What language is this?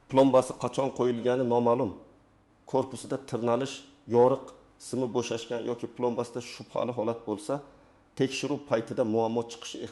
Uzbek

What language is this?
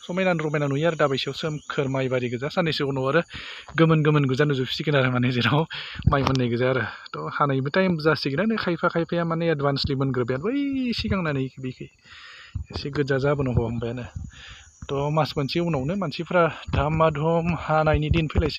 Bodo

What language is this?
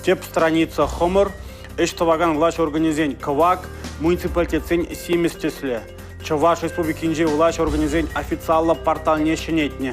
Chuvash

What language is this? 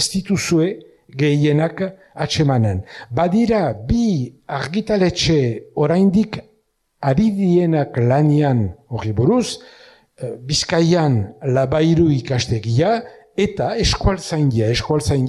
Basque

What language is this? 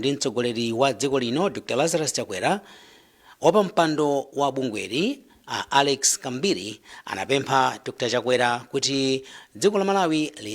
Nyanja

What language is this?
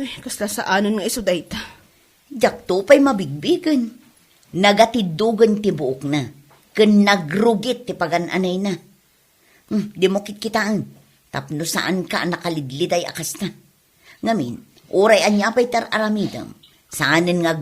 Iloko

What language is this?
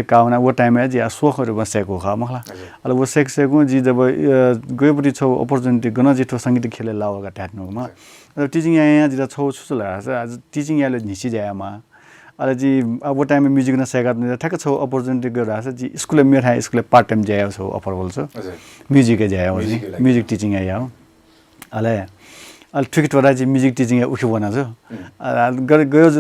Newari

